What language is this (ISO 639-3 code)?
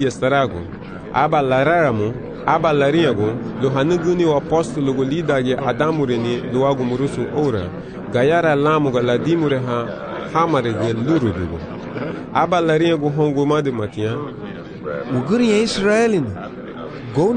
cab